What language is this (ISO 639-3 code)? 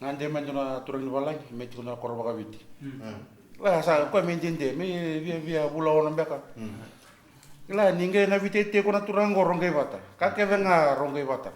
fij